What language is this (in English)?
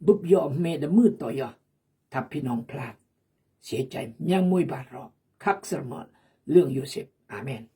Khmu